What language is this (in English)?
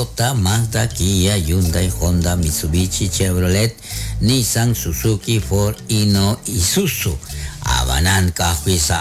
Kekchí